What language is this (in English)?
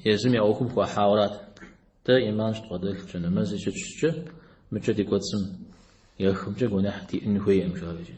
Kabardian